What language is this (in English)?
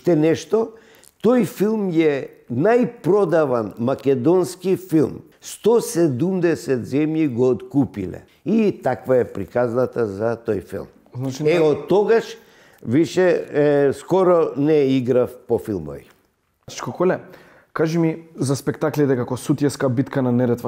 Macedonian